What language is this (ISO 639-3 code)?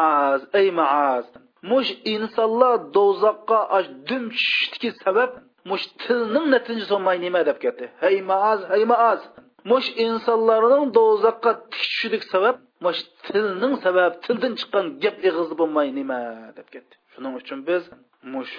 uig